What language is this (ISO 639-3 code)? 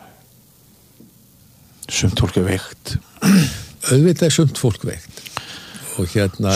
isl